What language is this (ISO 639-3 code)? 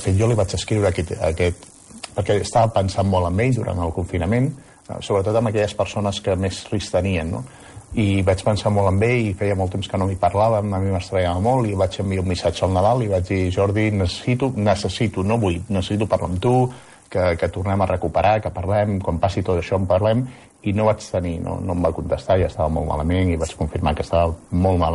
cat